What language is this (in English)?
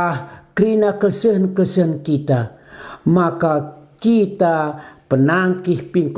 Batak Karo